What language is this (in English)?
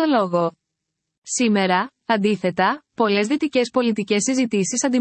Greek